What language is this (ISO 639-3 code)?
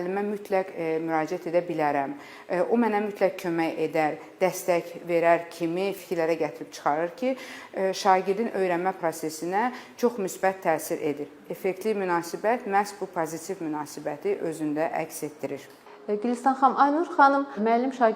aze